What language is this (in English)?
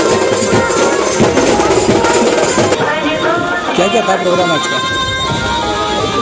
Odia